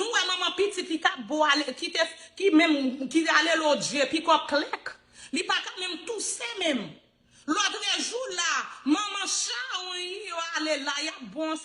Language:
Haitian Creole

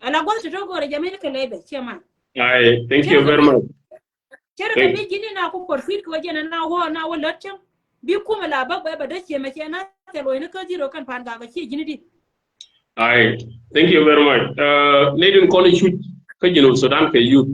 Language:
Nuer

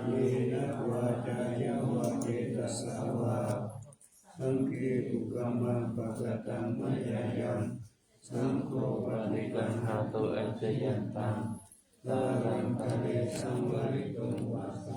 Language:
Pali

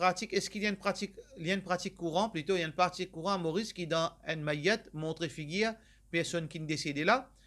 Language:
Morisyen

